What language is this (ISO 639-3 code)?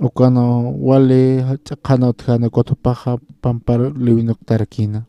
aym